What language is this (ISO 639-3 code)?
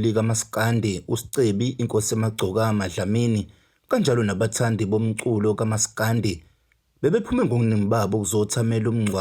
zul